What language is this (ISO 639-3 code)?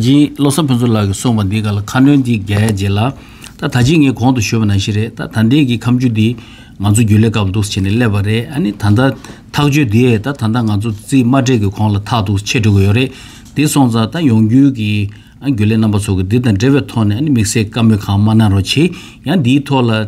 bod